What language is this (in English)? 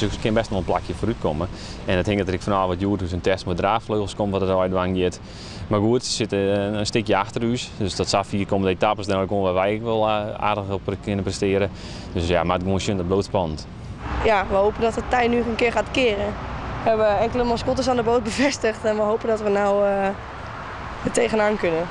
Western Frisian